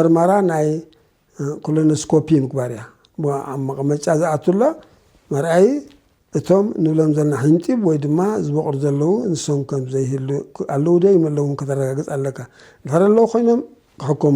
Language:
Tigrinya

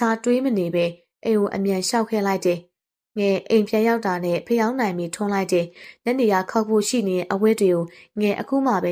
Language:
Burmese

